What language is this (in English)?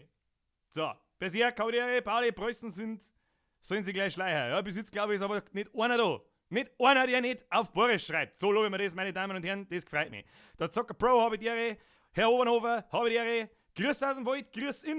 Bavarian